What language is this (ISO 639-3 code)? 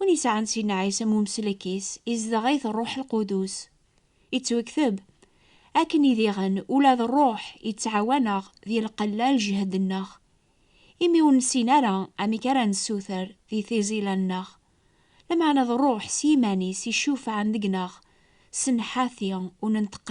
kab